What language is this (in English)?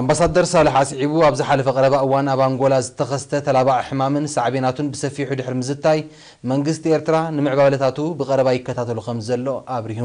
Tigrinya